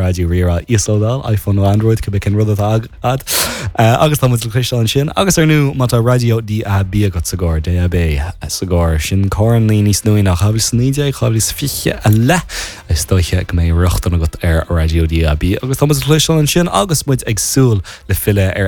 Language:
Irish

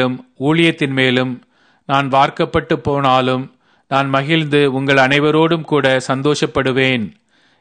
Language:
Tamil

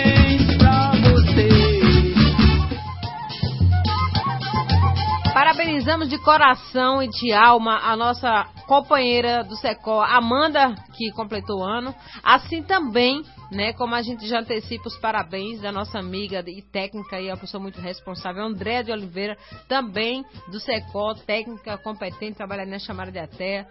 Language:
Portuguese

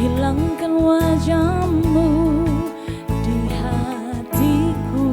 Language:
Ambonese Malay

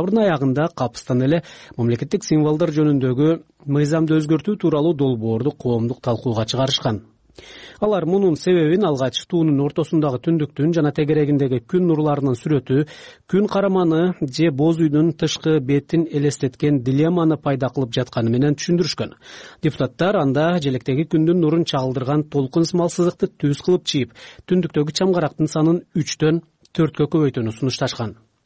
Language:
Kyrgyz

